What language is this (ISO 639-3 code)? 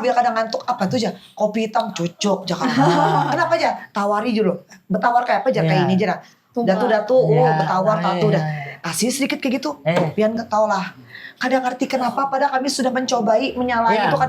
bjn